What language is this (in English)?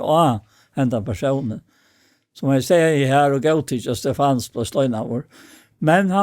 Faroese